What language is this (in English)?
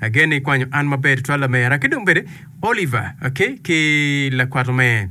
Acoli